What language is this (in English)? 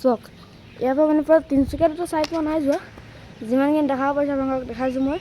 Assamese